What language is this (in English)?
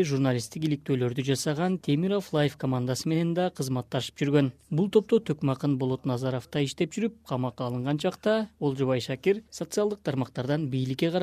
Kyrgyz